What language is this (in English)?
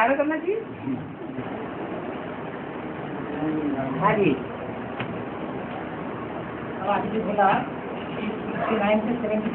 Hindi